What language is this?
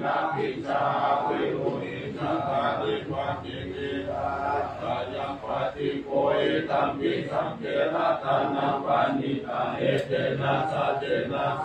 Pali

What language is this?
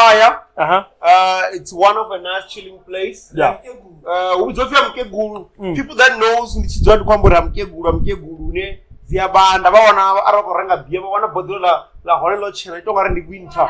Venda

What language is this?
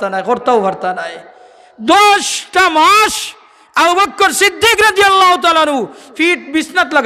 Sylheti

